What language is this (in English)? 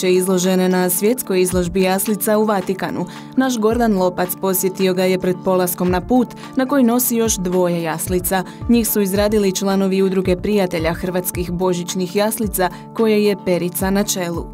Croatian